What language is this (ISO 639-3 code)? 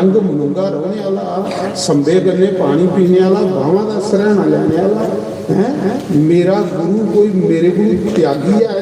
doi